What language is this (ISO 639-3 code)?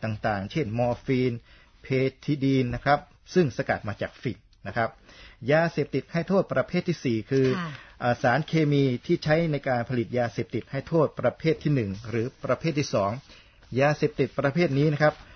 tha